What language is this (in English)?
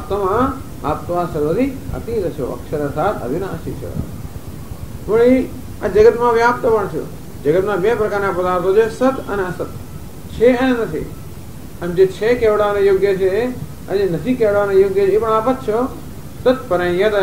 Gujarati